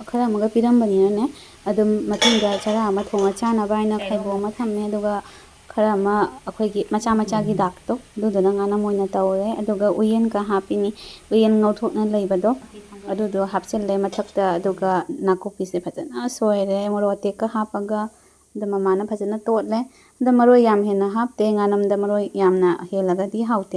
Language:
Manipuri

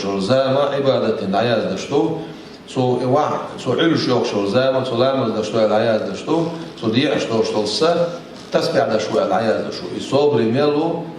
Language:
Chechen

